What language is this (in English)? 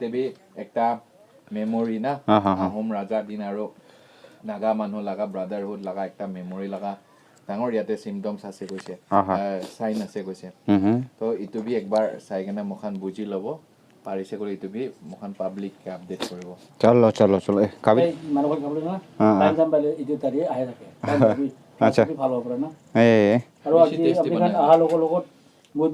Naga Pidgin